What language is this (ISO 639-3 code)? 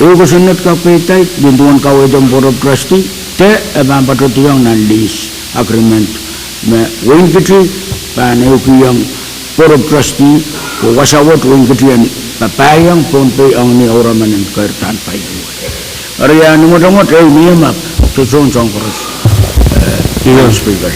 pon